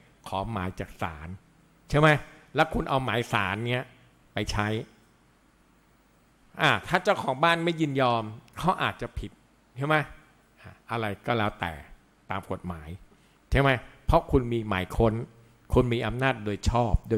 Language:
Thai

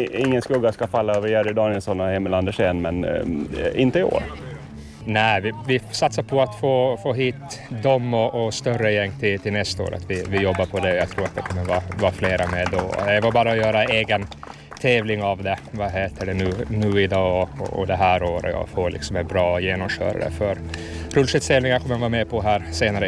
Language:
Swedish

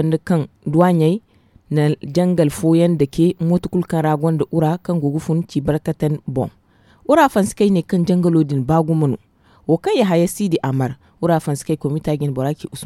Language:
Zarma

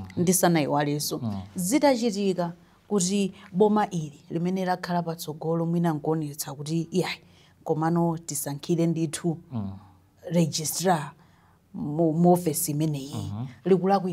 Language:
Nyanja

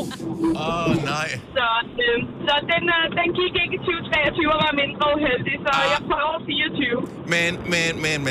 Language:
Danish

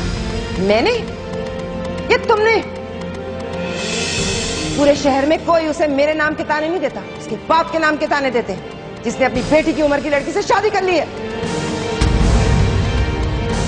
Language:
Hindi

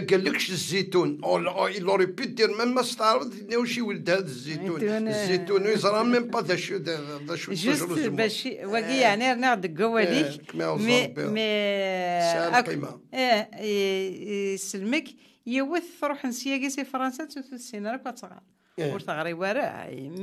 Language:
Kabyle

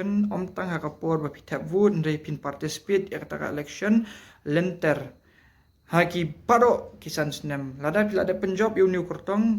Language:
Khasi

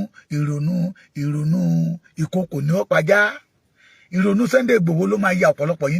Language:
Yoruba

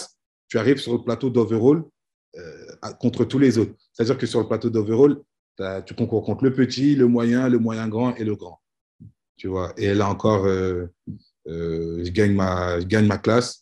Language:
French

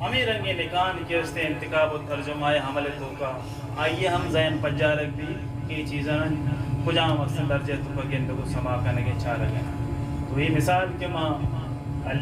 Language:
Baluchi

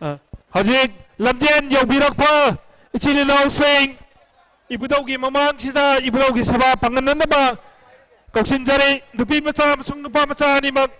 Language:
Manipuri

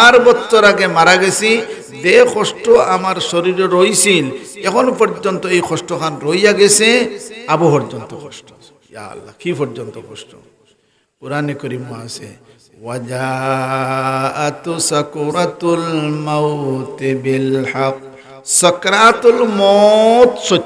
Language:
Sylheti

